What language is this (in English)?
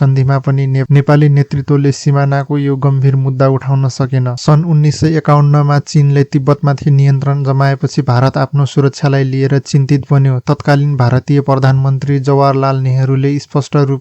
Nepali